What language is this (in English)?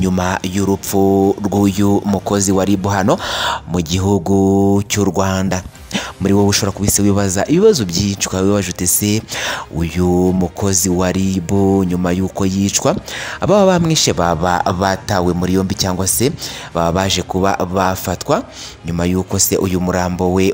Kinyarwanda